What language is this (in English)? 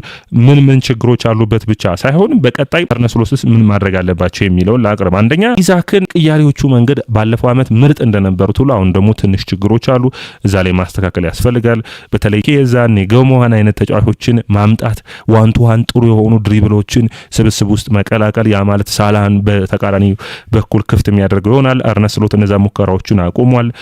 Amharic